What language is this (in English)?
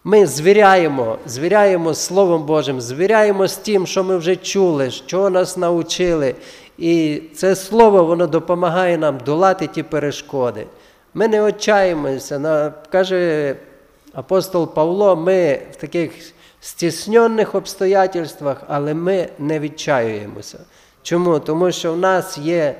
Ukrainian